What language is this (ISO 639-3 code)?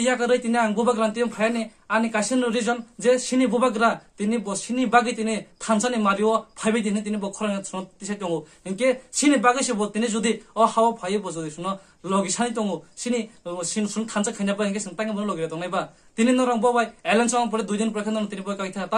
trp